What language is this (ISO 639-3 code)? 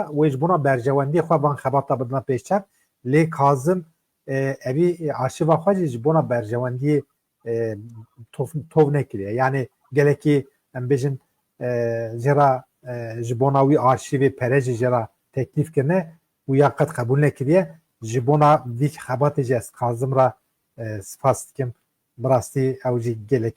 kur